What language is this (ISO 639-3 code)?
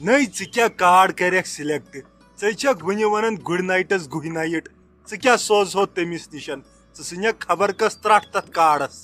kas